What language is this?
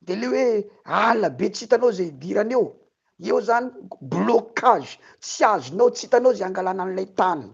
Malagasy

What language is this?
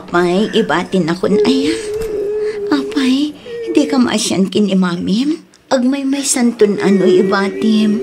Iloko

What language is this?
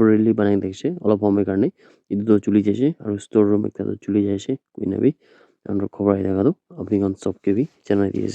Naga Pidgin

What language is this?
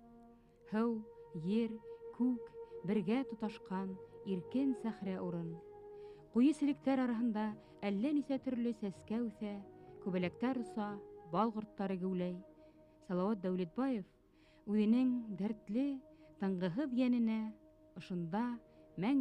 Bashkir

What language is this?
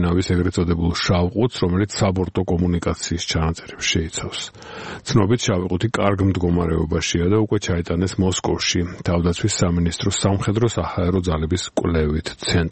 Georgian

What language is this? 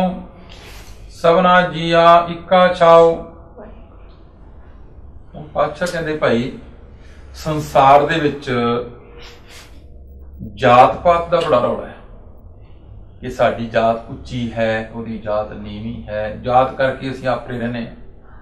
Punjabi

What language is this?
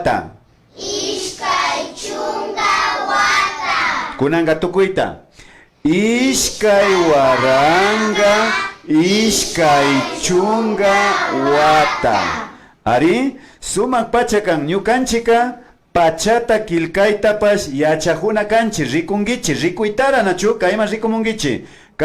Imbabura Highland Quichua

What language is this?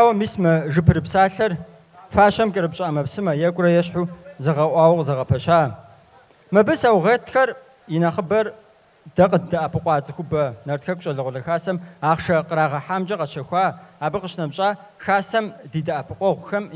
Kabardian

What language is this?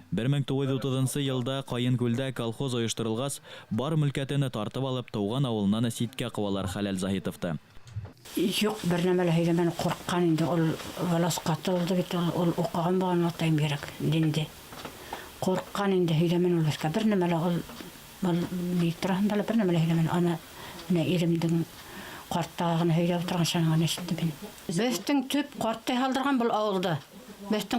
Bashkir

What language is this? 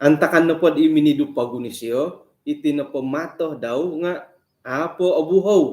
Central Dusun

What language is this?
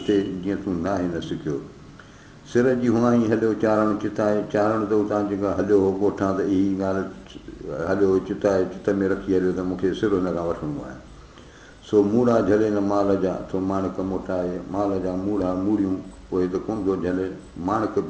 Sindhi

